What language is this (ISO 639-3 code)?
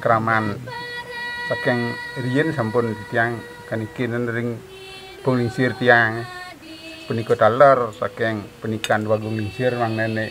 ban